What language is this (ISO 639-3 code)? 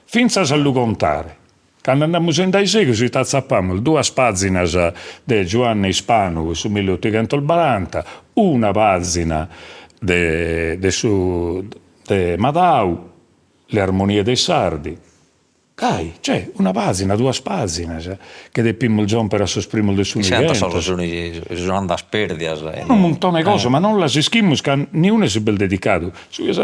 srd